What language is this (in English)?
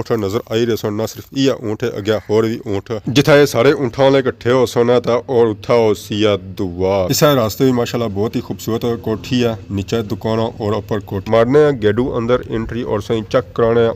Pahari-Potwari